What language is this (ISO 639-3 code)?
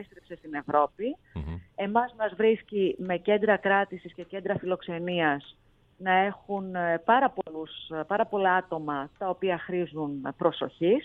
ell